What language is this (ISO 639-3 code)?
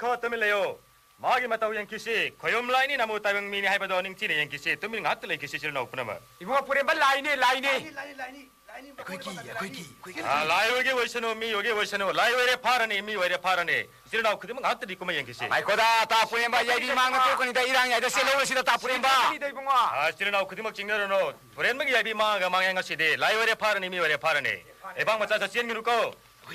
mni